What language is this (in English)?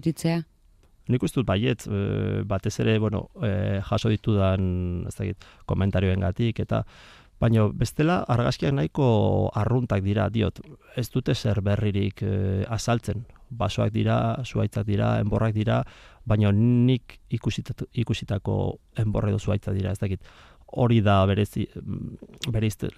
Basque